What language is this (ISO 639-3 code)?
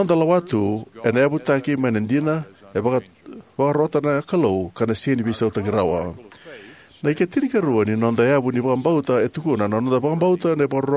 fij